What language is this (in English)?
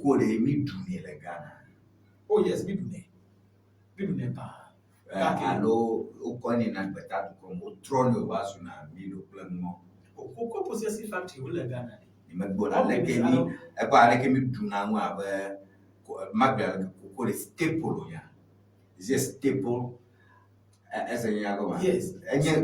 Ewe